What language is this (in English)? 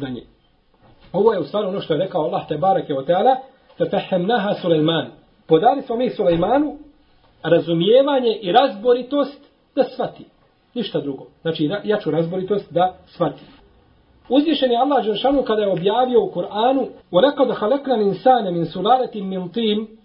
Bosnian